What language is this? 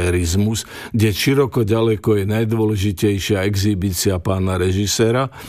Slovak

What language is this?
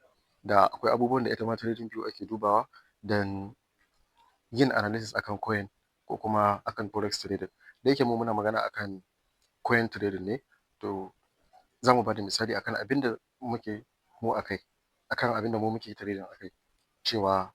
Hausa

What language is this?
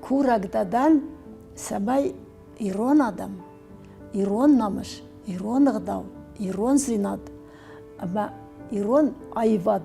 Ossetic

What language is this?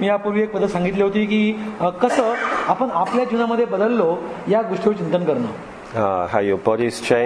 Marathi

